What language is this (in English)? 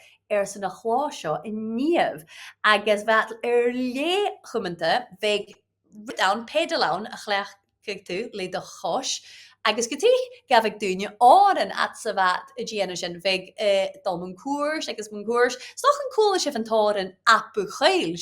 Scottish Gaelic